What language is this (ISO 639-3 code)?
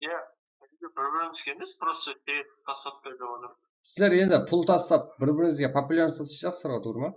kaa